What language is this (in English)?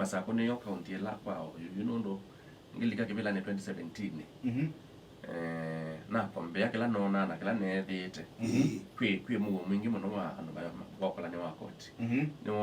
Kamba